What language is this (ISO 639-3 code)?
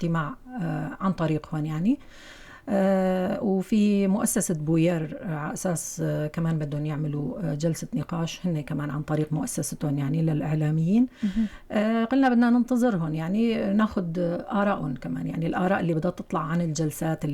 apc